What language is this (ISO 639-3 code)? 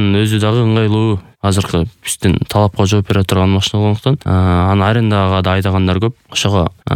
kir